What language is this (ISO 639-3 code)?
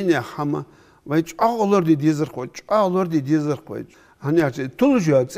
inh